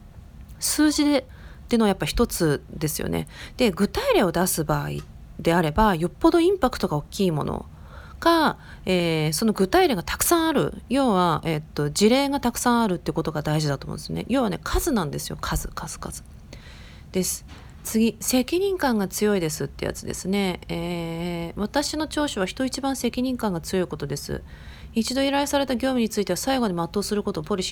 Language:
Japanese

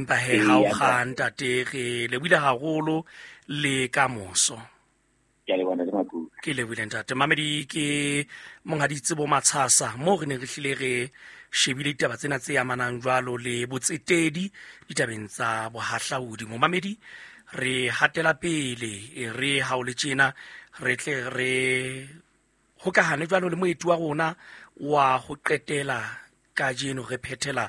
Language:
Southern Sotho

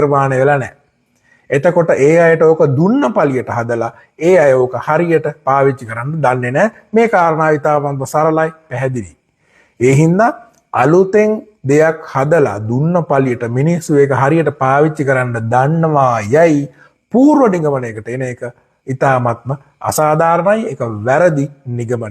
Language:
Sinhala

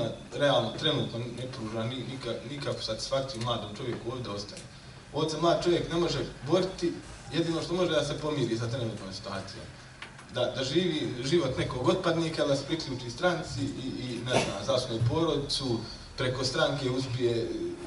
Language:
Bosnian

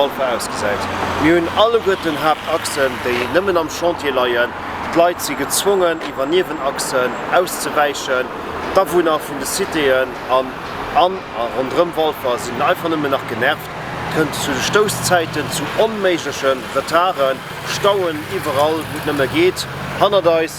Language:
Luxembourgish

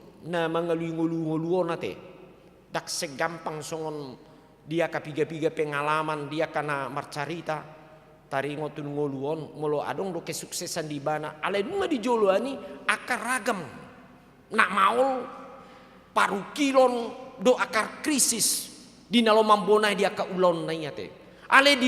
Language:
Batak Toba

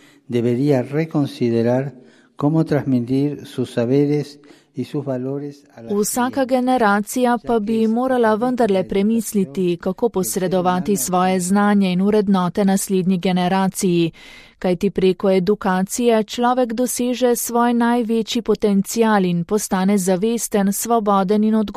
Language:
Slovenian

